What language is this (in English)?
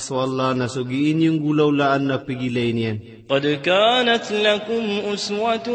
Maranao